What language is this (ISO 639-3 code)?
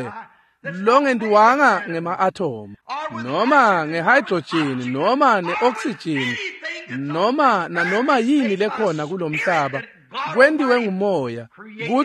ssw